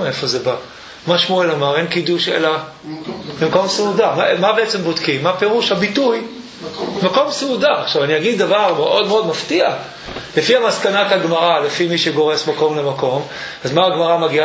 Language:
Hebrew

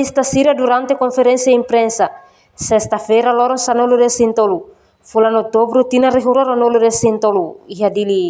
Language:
Tetum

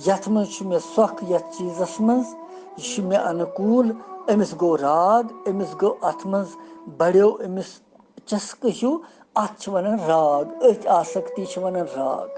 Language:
Kashmiri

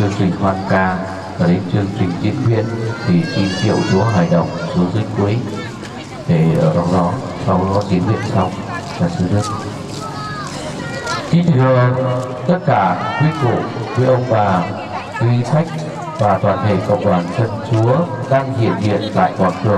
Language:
Vietnamese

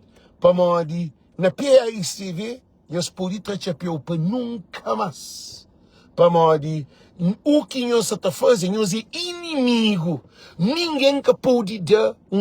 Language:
Kabuverdianu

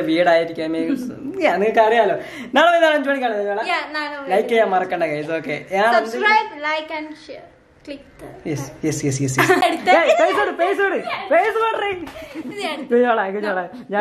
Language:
Malayalam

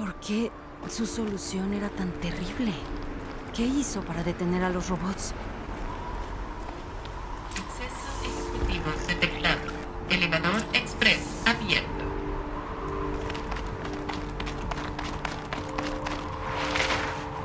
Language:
Spanish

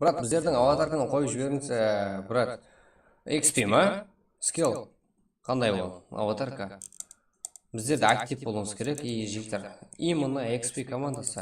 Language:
Kara-Kalpak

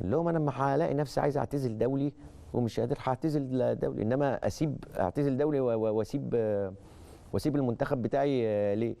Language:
Egyptian Arabic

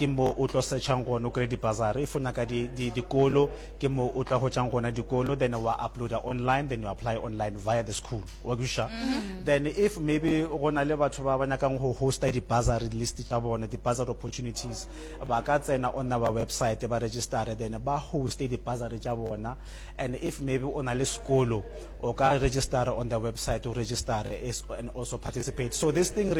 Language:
Northern Sotho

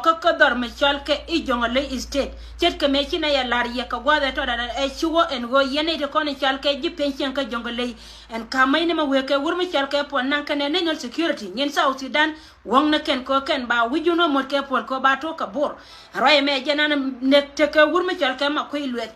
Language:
Nuer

